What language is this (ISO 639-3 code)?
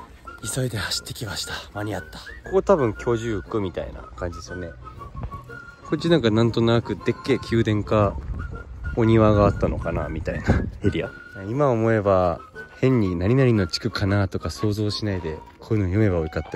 jpn